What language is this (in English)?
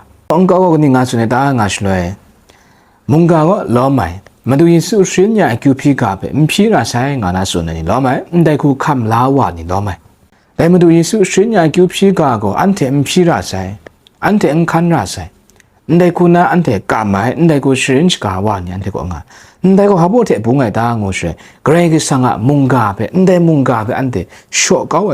Kachin